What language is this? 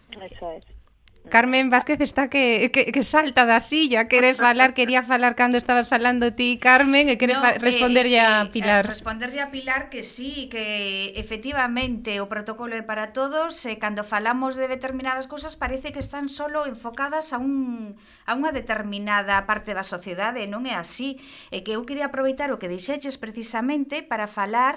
Galician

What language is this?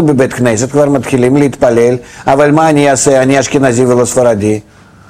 Hebrew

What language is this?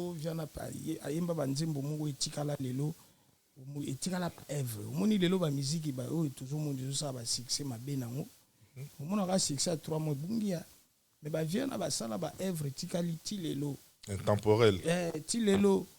Lingala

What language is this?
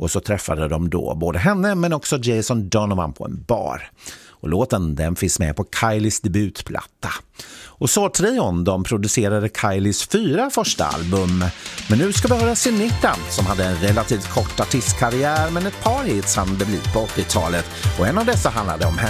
Swedish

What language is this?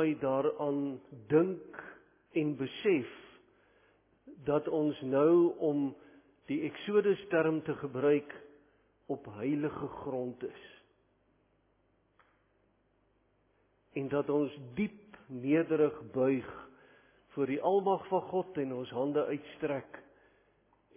Afrikaans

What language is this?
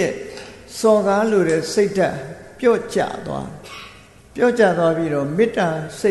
Burmese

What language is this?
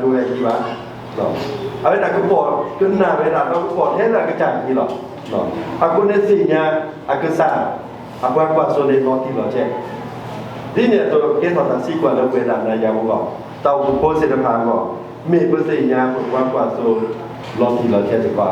S'gaw Karen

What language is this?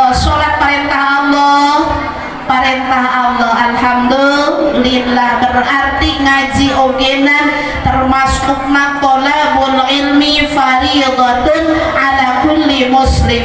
Sundanese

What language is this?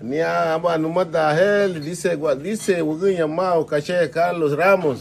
Garifuna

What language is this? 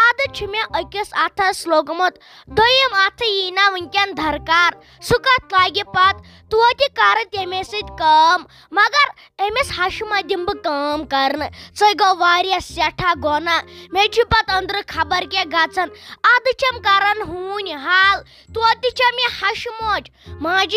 Kashmiri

